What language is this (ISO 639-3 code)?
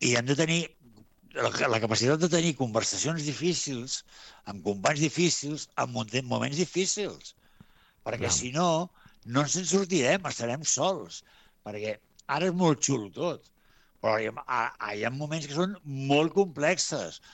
cat